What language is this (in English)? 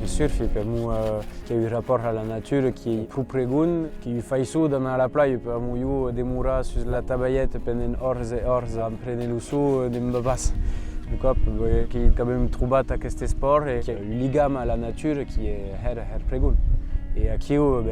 Occitan